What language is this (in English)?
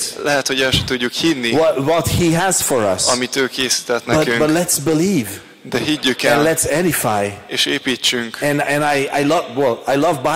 Hungarian